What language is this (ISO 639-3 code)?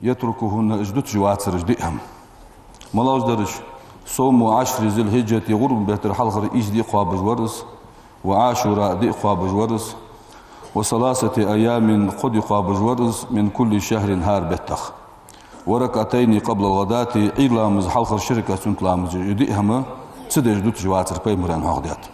inh